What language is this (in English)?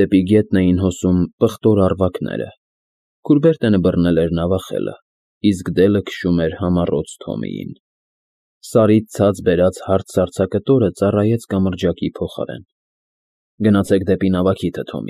Armenian